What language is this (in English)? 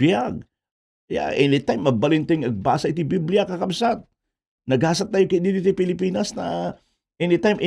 Iloko